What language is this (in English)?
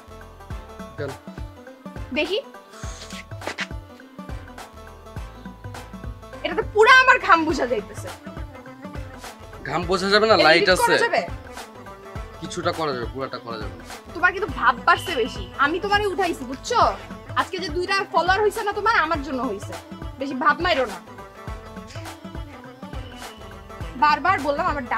Bangla